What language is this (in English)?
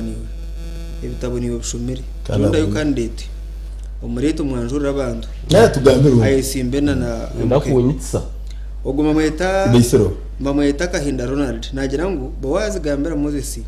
Nyankole